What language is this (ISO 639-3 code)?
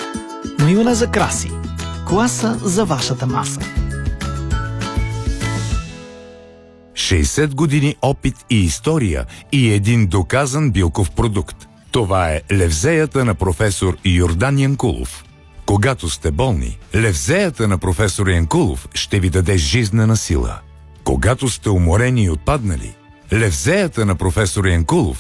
bul